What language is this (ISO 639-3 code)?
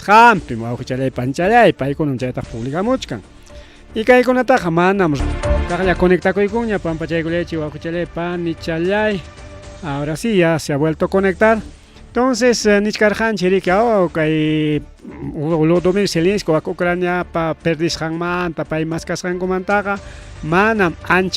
quy